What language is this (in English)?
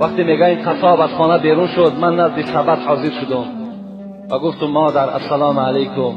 Tajik